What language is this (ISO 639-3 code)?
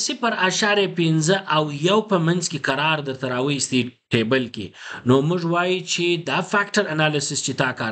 pus